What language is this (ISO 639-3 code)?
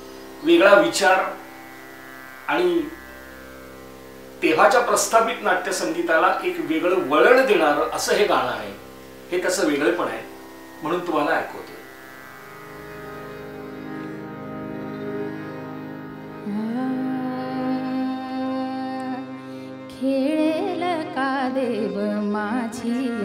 mar